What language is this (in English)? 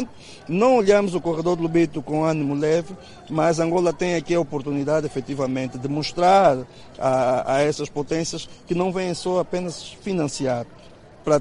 Portuguese